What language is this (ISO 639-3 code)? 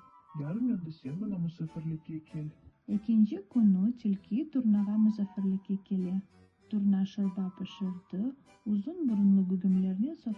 crh